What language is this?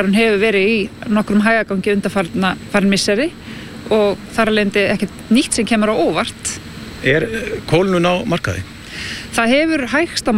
Icelandic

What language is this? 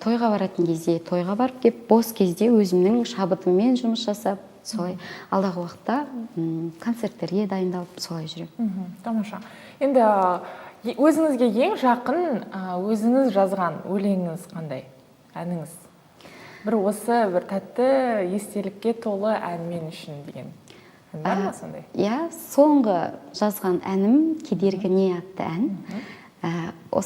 Kazakh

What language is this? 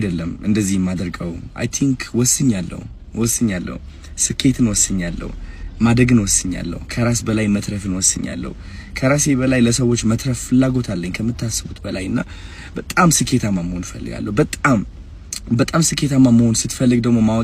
Amharic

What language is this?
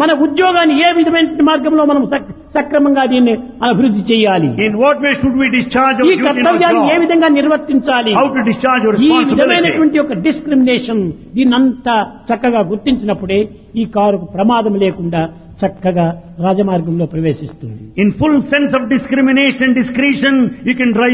Telugu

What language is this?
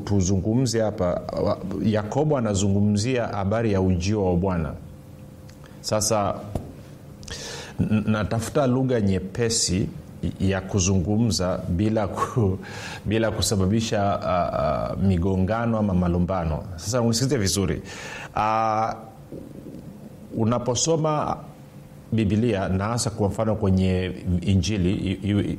Swahili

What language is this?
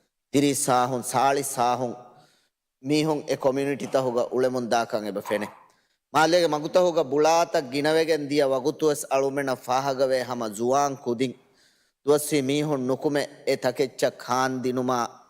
Divehi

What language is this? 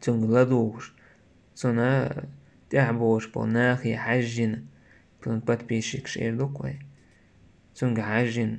Chechen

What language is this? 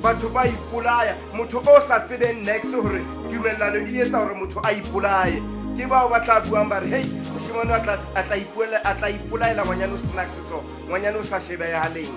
Southern Sotho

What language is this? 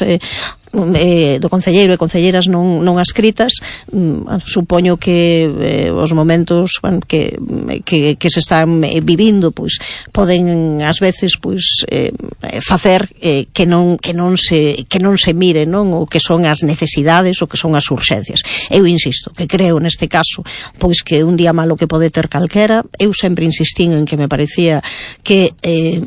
Galician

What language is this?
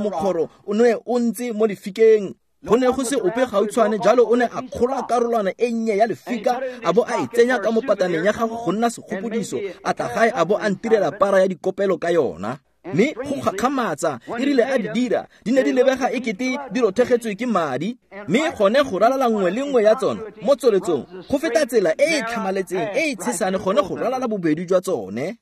Tswana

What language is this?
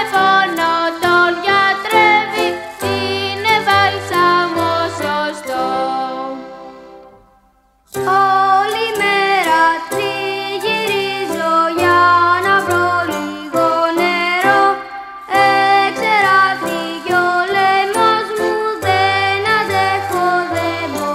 Greek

